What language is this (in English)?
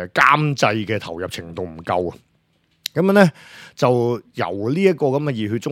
Cantonese